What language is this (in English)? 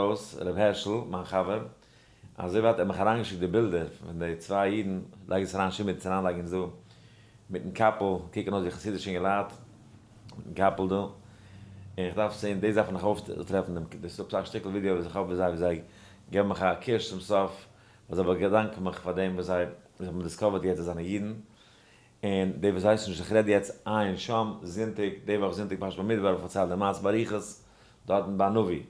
Yiddish